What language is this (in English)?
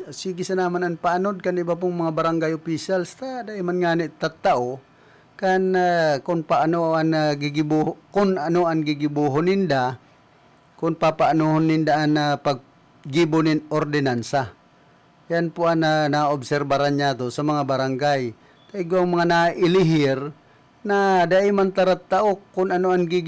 Bikol